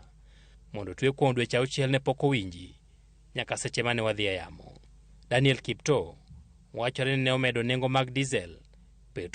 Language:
Luo (Kenya and Tanzania)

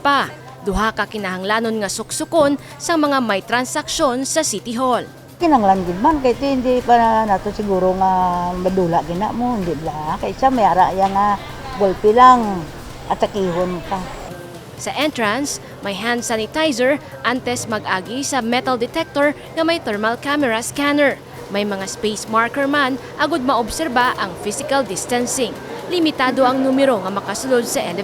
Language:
Hiligaynon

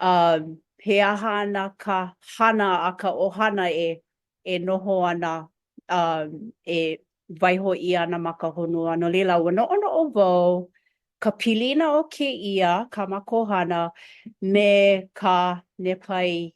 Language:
Hawaiian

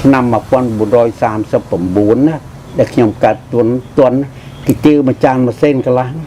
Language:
Khmer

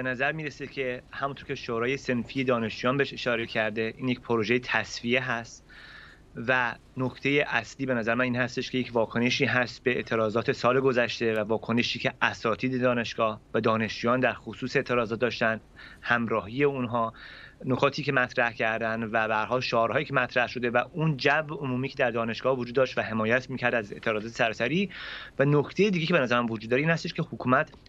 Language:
Persian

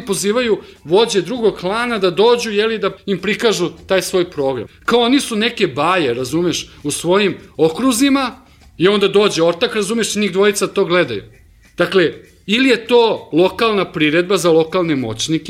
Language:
Serbian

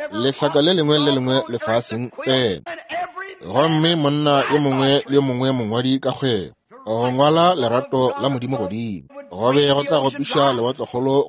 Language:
Northern Sotho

